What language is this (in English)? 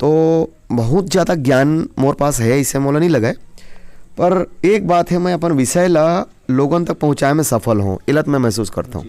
Chhattisgarhi